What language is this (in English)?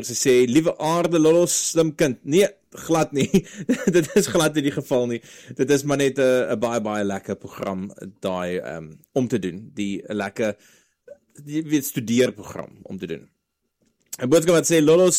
Afrikaans